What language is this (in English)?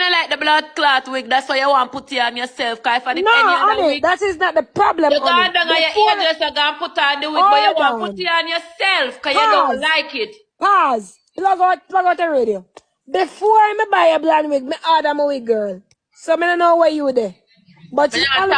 Jamaican Creole English